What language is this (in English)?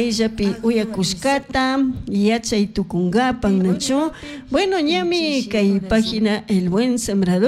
Chimborazo Highland Quichua